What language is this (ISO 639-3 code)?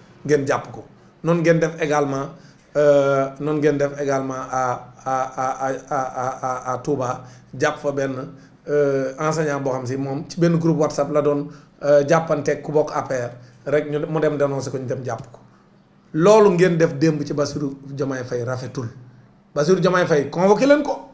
wol